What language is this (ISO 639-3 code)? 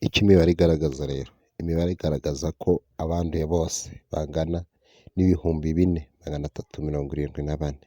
kin